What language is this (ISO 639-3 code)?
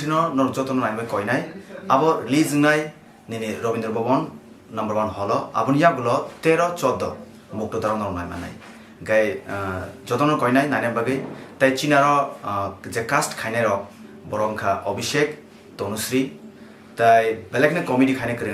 trp